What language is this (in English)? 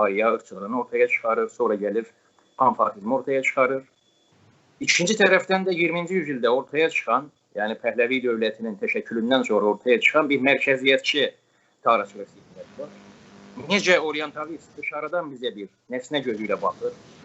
South Azerbaijani